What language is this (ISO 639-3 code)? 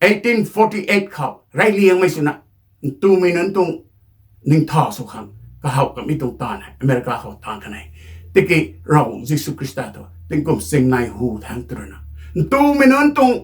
nbu